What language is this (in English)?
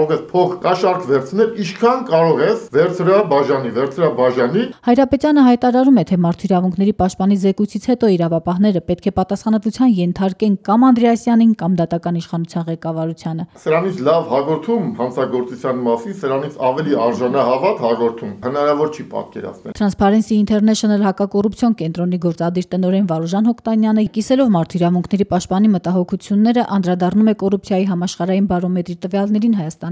Armenian